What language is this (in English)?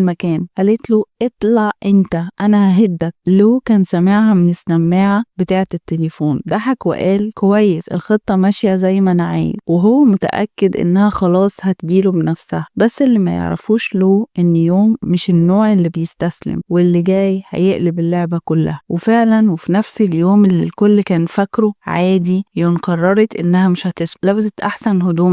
Egyptian Arabic